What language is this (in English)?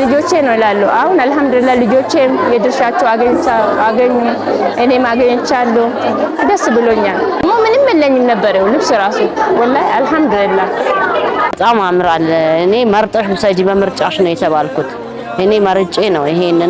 Amharic